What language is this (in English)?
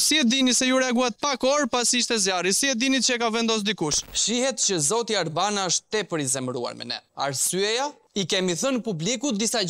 Albanian